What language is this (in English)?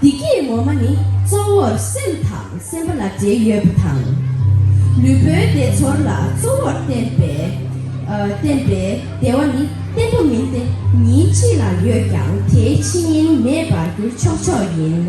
Tibetan